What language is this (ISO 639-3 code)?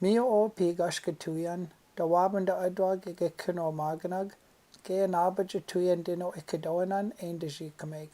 ciw